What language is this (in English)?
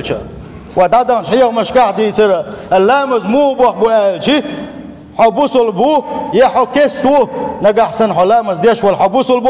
Chechen